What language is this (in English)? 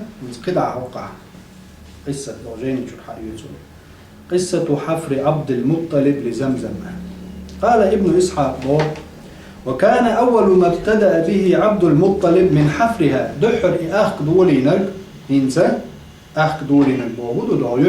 Chechen